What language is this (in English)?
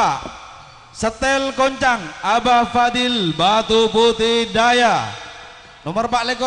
Madurese